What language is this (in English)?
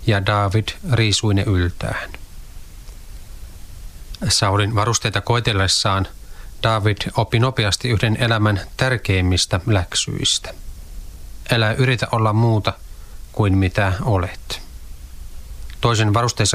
Finnish